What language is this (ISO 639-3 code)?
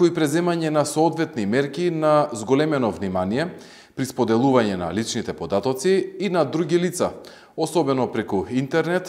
mkd